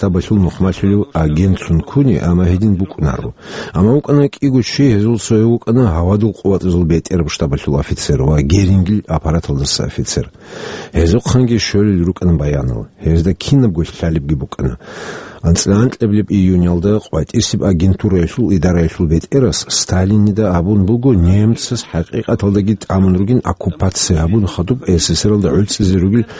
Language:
Avaric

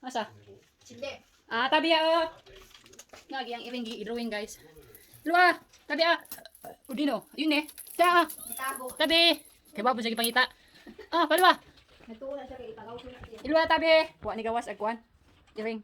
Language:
Cebuano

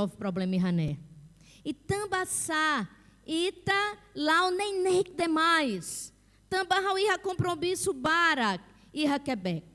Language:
Tetum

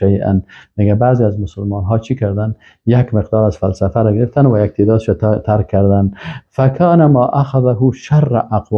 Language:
Persian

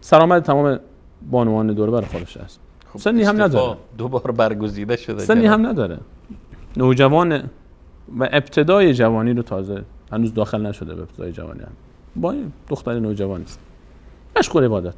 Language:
Persian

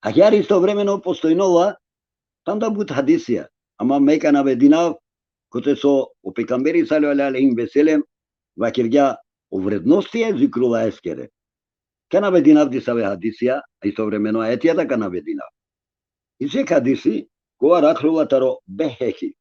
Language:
Balkan Romani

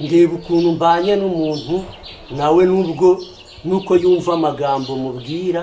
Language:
Kinyarwanda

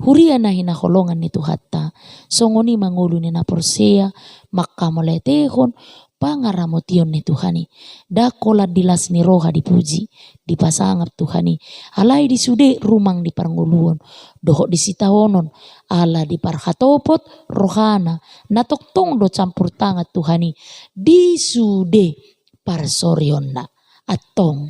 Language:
Batak Toba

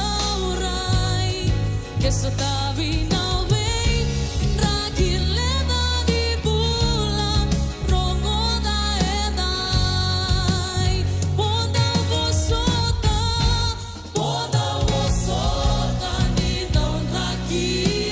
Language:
Fijian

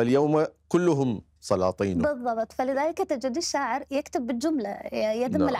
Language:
Mesopotamian Arabic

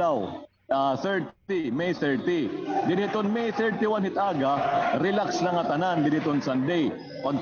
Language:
Waray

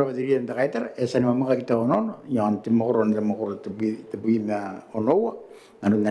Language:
Gilbertese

